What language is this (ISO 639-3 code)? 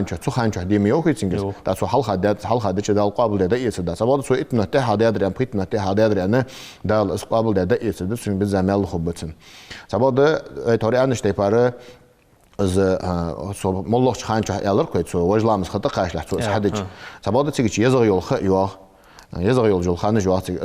inh